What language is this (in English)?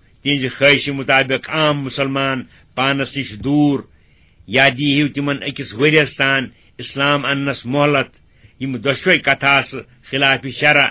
Kashmiri